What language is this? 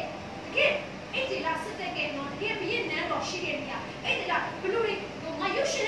Burmese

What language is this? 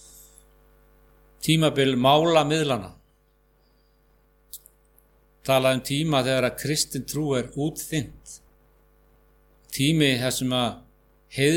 Icelandic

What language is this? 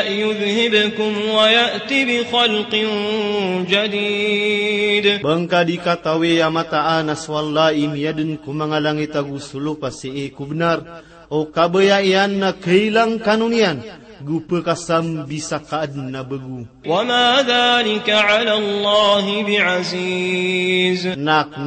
Maranao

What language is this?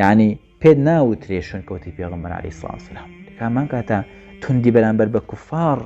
Central Kurdish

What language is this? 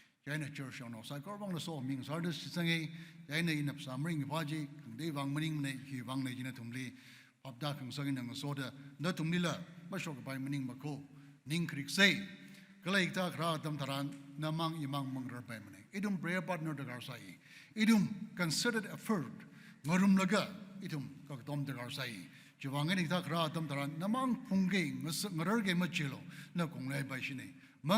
Tangkhul Naga (India)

